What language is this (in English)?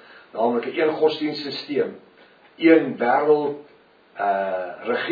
Afrikaans